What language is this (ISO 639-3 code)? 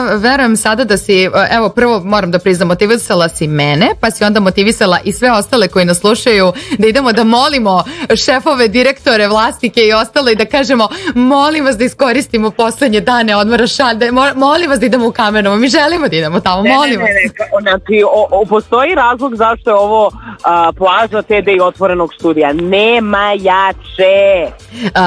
srp